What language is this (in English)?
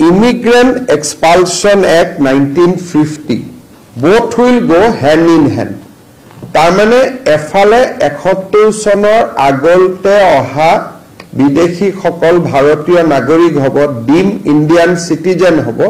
Assamese